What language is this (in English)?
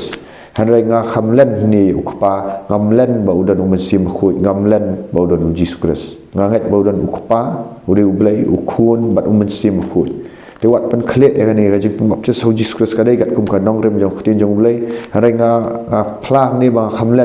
Khasi